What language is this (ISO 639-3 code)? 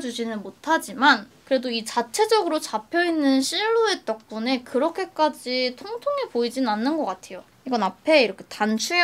kor